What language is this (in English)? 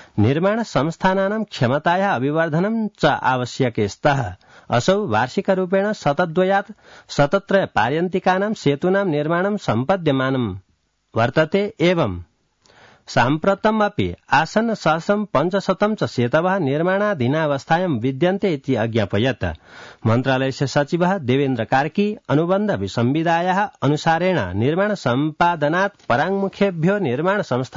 Sanskrit